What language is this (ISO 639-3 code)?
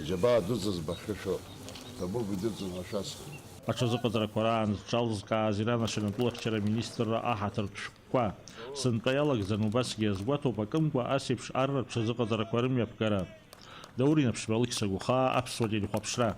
abk